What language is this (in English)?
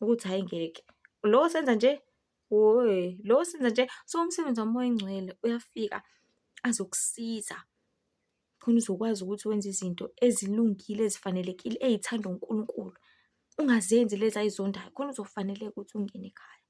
Zulu